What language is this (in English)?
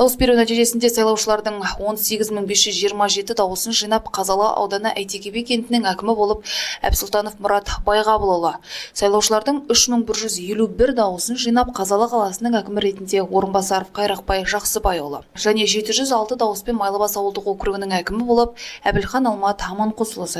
Kazakh